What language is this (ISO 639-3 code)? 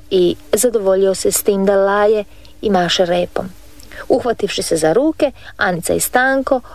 hrv